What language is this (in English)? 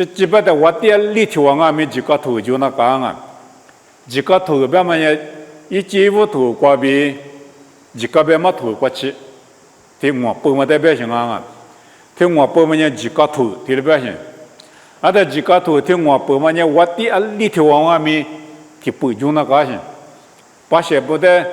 Lisu